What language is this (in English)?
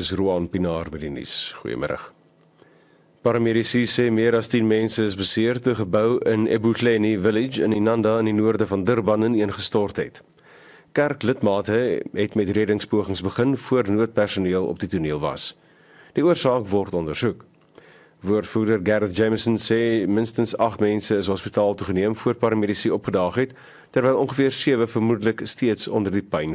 Afrikaans